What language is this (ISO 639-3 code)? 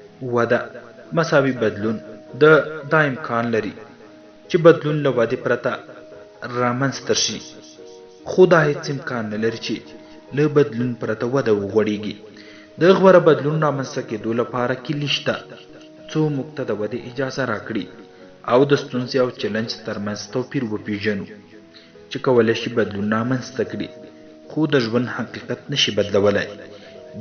pus